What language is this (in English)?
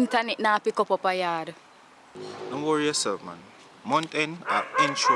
Jamaican Creole English